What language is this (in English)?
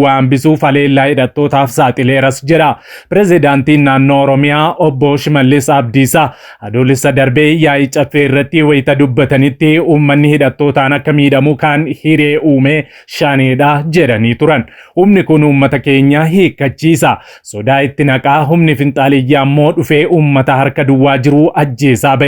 Oromo